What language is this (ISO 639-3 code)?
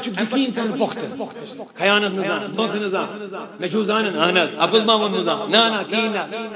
kas